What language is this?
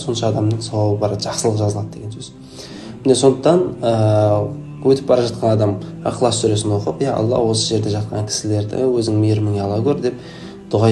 Kazakh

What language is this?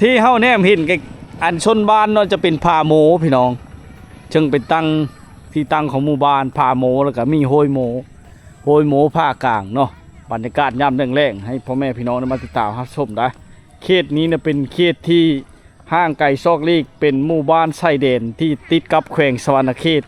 Lao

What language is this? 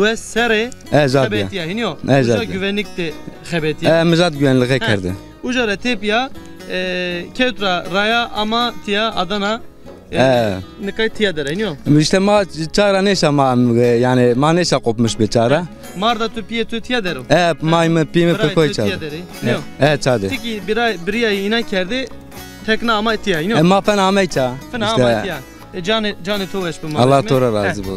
Zaza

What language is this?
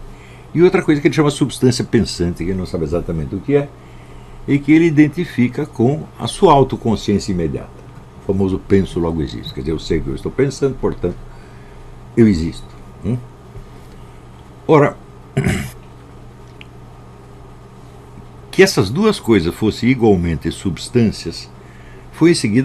Portuguese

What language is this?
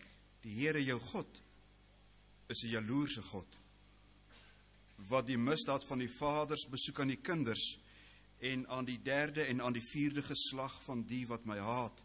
Afrikaans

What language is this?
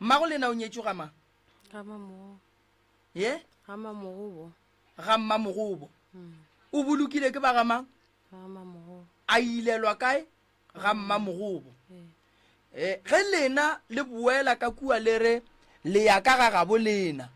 Northern Sotho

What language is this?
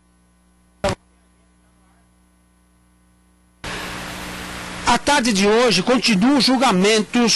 Portuguese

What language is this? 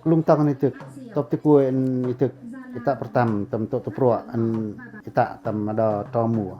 Pacoh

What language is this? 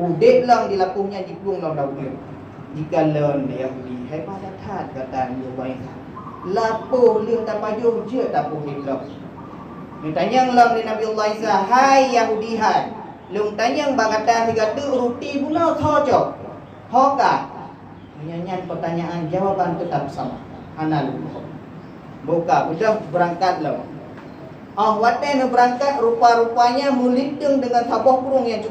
Achinese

